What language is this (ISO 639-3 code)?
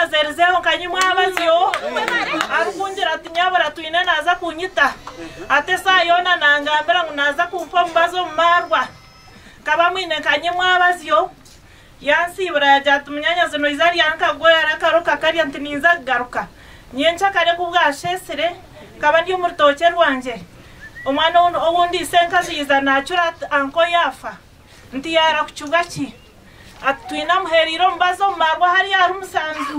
nyn